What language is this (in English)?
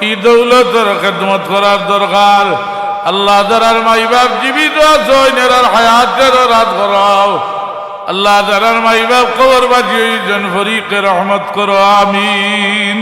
Sylheti